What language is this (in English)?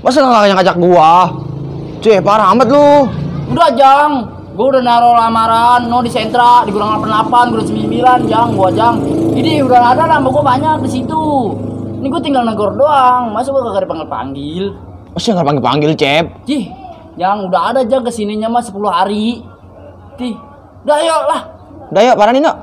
Betawi